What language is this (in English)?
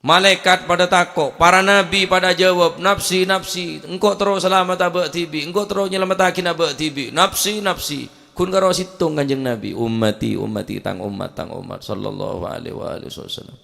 Madurese